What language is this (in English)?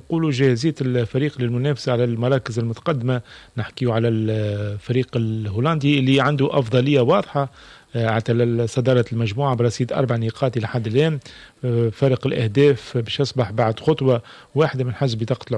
Tunisian Arabic